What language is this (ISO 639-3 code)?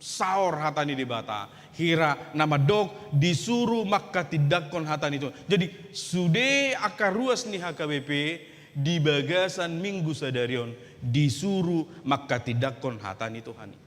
bbc